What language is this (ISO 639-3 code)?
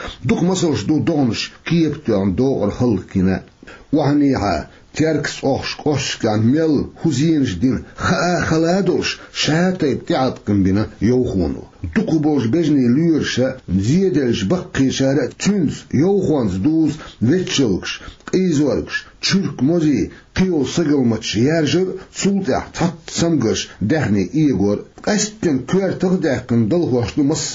che